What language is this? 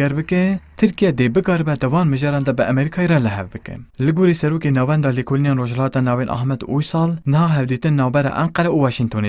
Kurdish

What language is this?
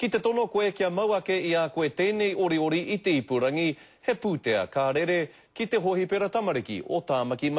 Māori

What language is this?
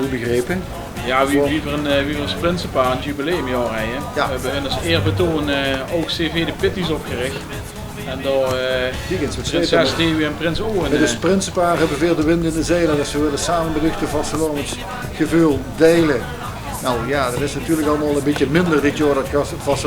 Limburgish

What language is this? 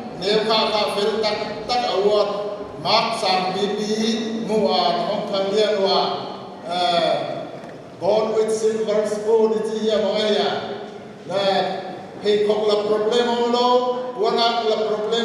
Paite Chin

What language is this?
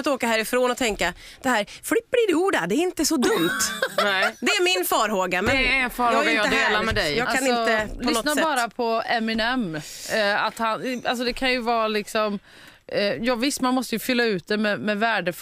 Swedish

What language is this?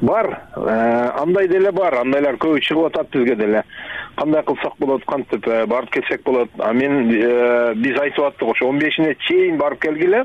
Kyrgyz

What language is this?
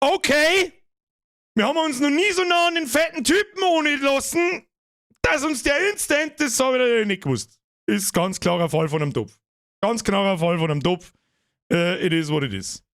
Bavarian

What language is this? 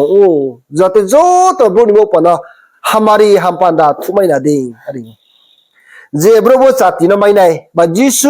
Riang (India)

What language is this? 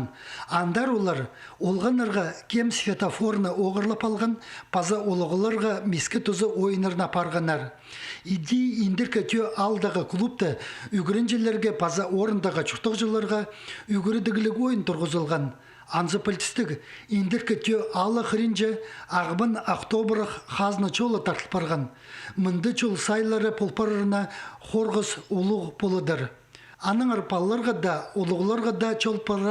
Khakas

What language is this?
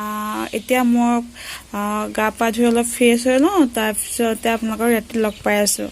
Assamese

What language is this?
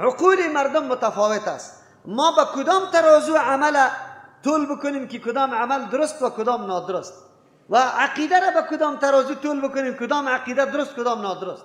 Persian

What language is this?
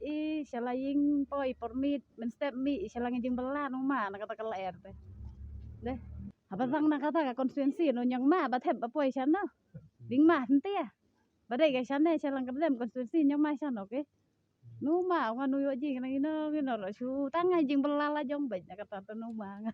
Khasi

